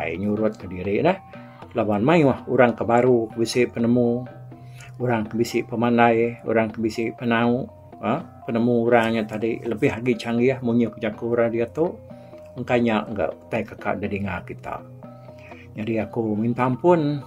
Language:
Iban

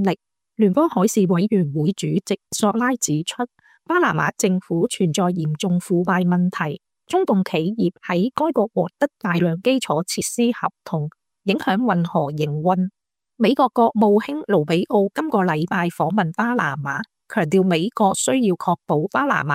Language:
Cantonese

